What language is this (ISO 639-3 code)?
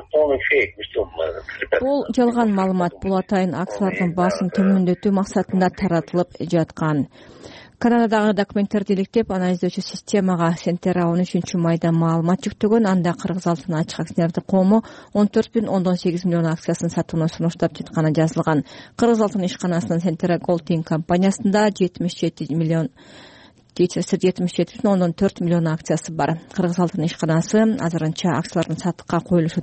kir